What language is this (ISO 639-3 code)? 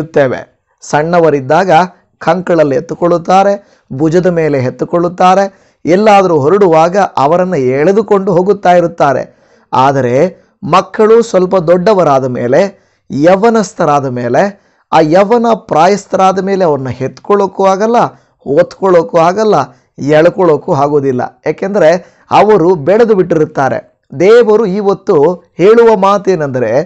kan